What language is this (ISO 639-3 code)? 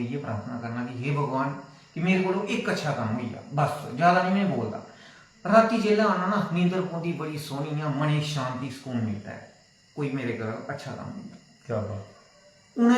doi